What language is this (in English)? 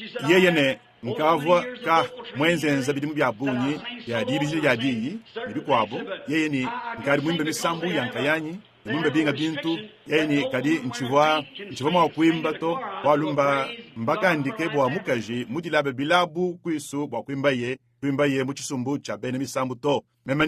Luba-Lulua